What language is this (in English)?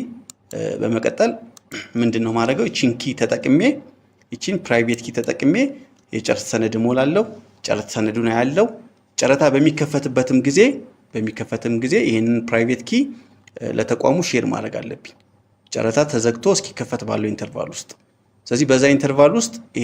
Amharic